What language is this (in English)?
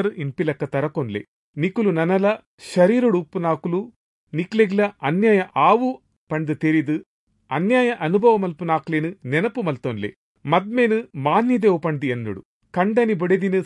Tulu